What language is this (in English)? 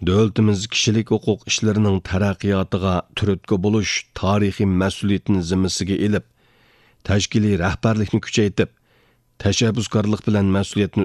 Uyghur